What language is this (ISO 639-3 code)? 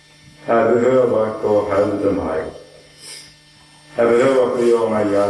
nor